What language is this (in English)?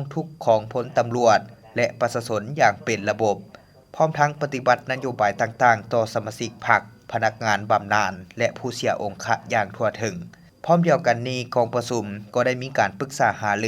Lao